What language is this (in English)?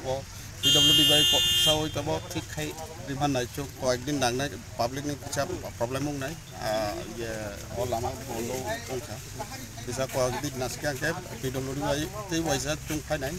Kok Borok